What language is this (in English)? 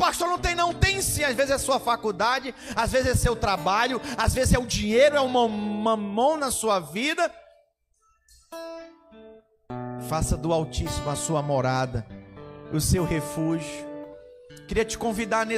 Portuguese